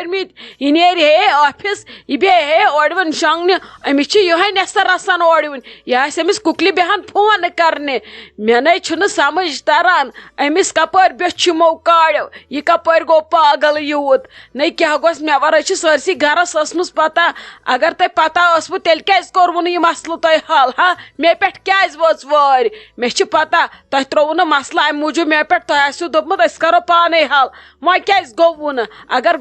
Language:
Kashmiri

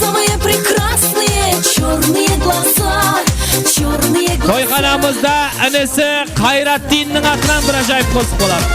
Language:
Kara-Kalpak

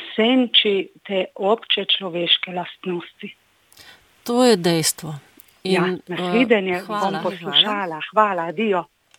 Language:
Slovenian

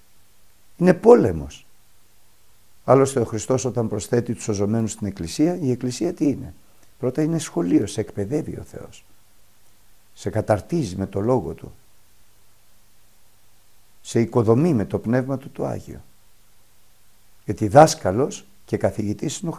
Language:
Greek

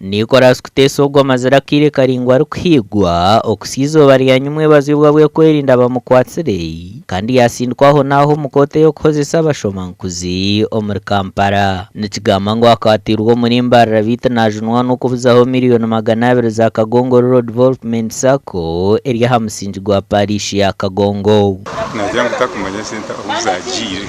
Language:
Nyankole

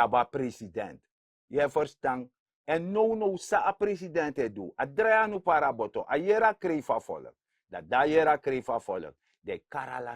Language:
Sranan Tongo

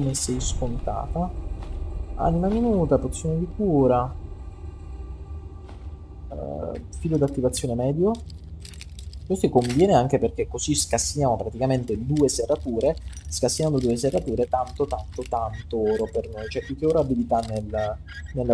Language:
Italian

